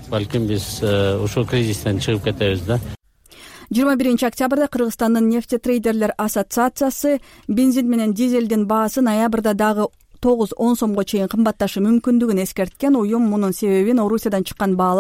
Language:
Kyrgyz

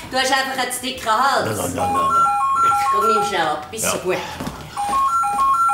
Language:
German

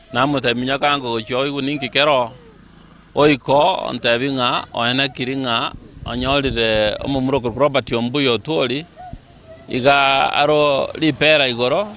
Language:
Gusii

